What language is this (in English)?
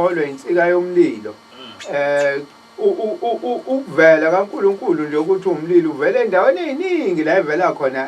Zulu